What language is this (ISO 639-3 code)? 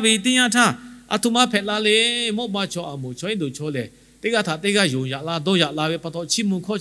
lhu